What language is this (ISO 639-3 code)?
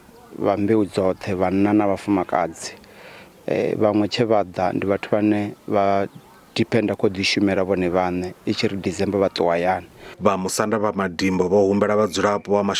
ven